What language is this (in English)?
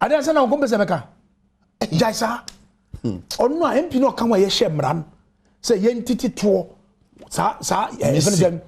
Akan